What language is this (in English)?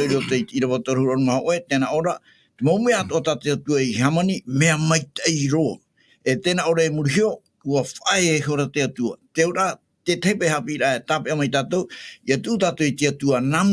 Tahitian